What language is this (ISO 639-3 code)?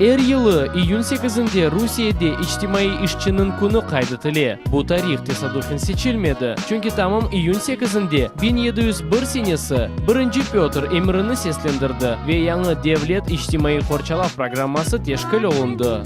crh